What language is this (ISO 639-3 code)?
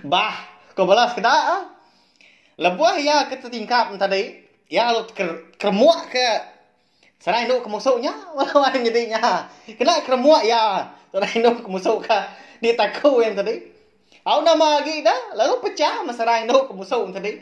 iba